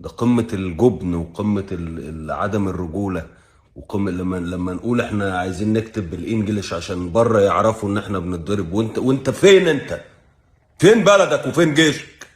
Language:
Egyptian Arabic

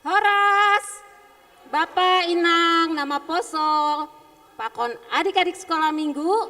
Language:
Batak Simalungun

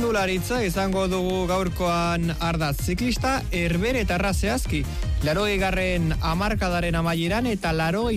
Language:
Basque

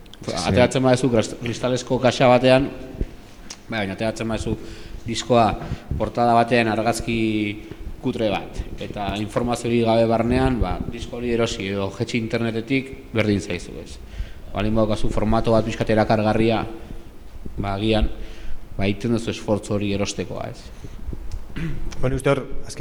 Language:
Basque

